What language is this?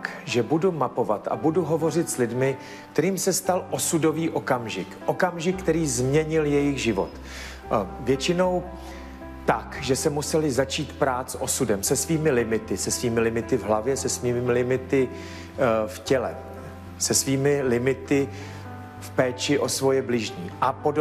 Czech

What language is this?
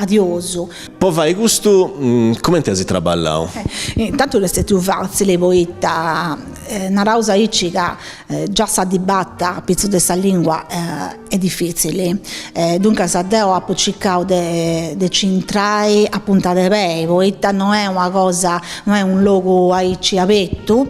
Sardinian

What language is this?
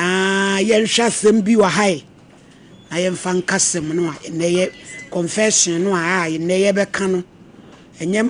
Akan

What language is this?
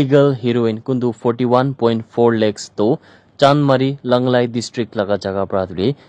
Naga Pidgin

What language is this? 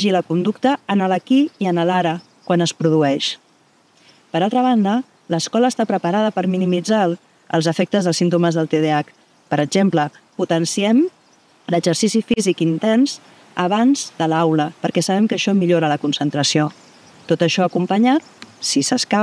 Catalan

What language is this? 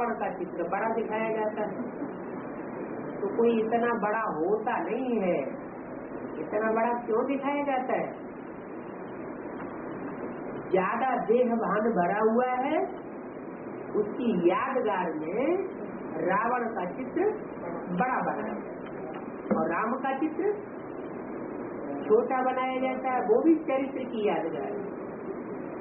Hindi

